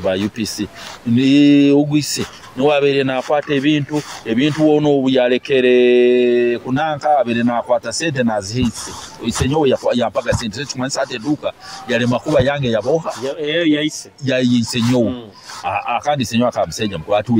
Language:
Nyoro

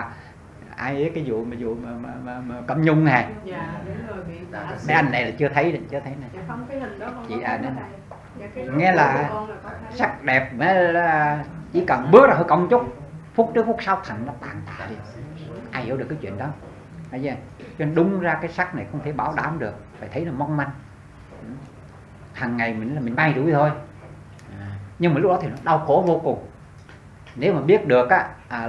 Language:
Vietnamese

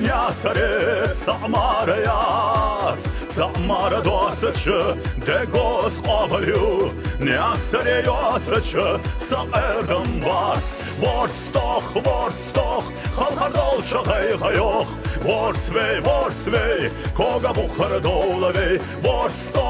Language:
Ingush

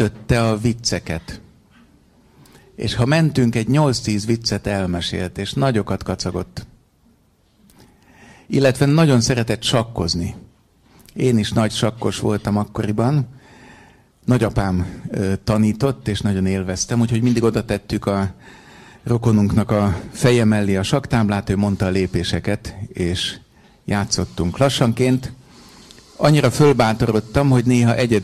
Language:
Hungarian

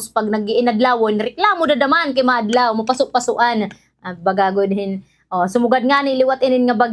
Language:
Waray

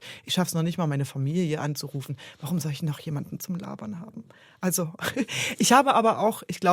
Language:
Swiss German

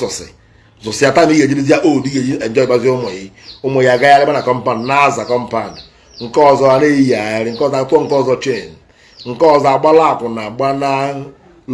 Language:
Igbo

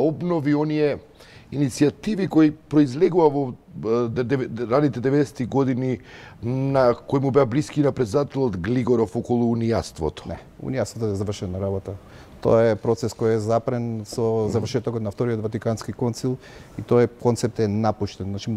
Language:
Macedonian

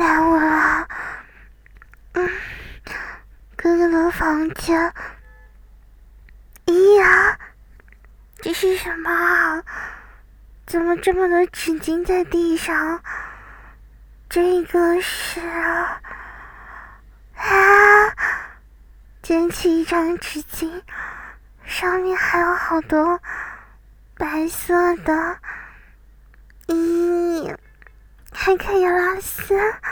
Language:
Chinese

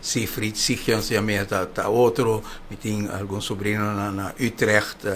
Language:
Papiamento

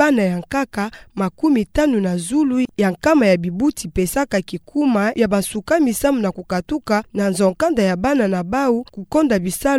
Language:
Kituba (Democratic Republic of Congo)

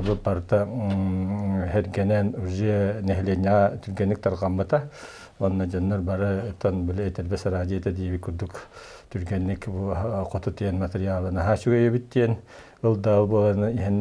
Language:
Yakut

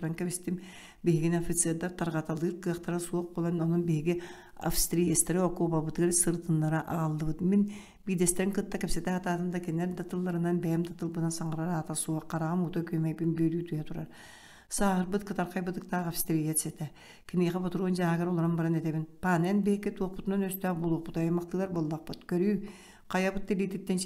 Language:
Yakut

